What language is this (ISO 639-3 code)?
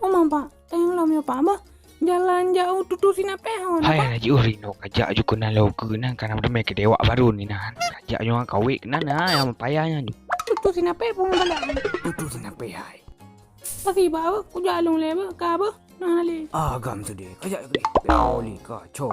ace